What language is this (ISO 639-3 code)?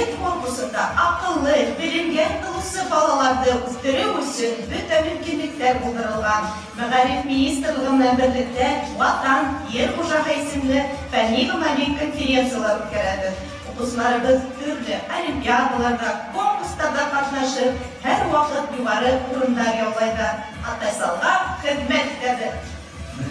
bak